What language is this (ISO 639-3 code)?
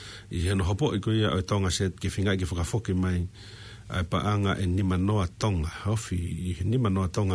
ton